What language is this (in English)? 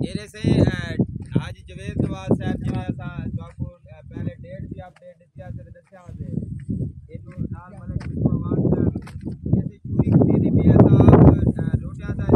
Saraiki